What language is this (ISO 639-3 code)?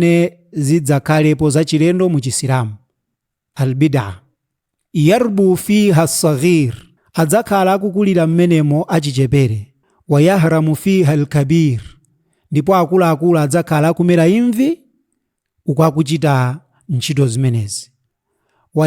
nya